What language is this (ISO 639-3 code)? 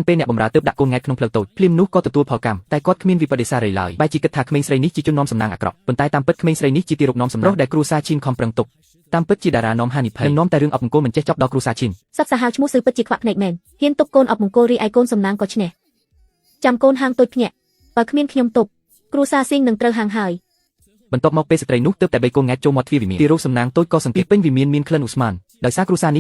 khm